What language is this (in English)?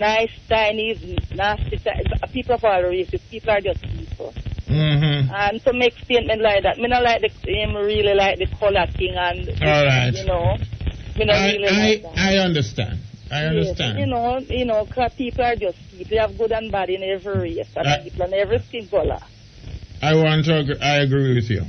Jamaican Creole English